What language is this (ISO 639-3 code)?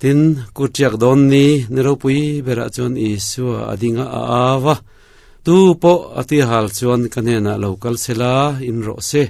lus